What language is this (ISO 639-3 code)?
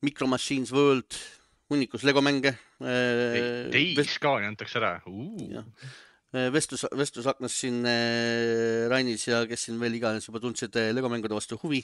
est